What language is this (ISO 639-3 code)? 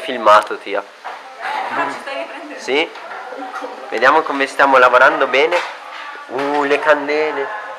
ita